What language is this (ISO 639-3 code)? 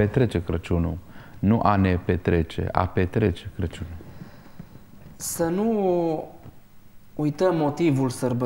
ron